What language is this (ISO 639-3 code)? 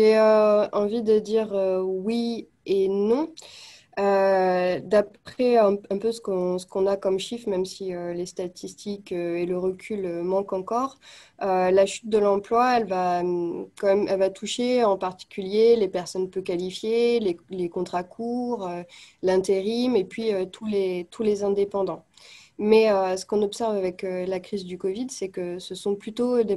fra